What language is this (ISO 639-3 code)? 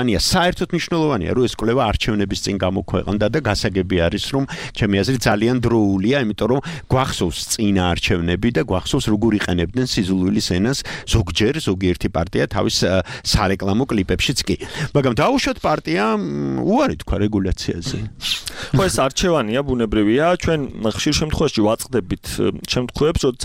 kat